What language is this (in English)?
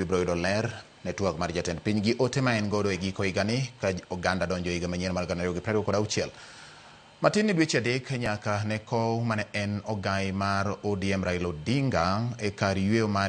Luo (Kenya and Tanzania)